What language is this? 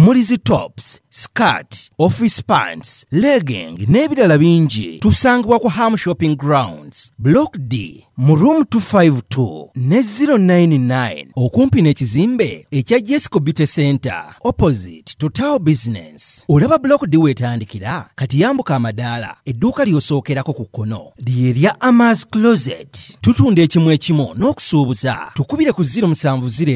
Ganda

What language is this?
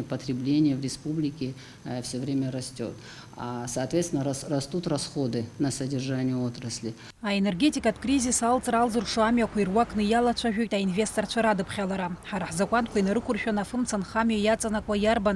Abkhazian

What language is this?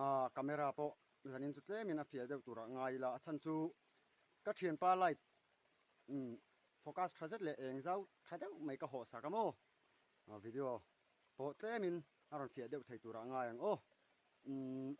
Mizo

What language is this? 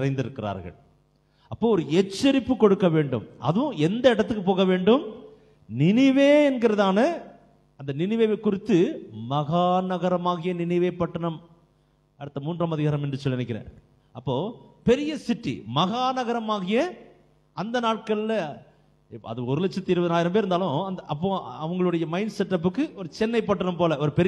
Tamil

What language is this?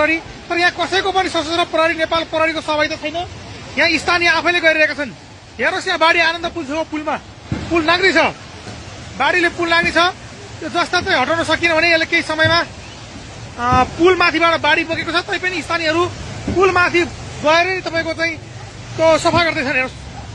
Nepali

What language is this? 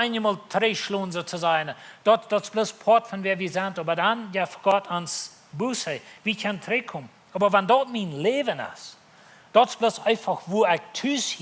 Plautdietsch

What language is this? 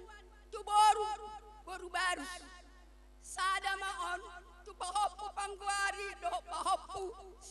Batak Karo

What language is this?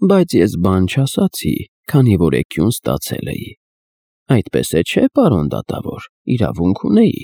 Armenian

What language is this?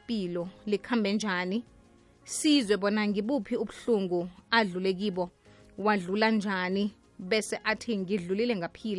South Ndebele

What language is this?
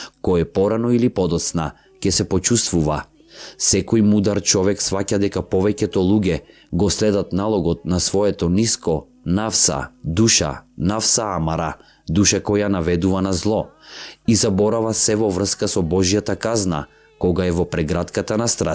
Macedonian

